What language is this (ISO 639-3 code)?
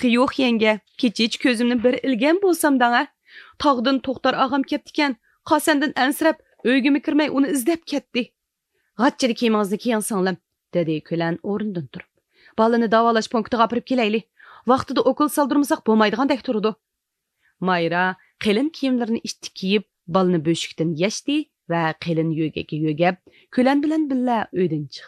uig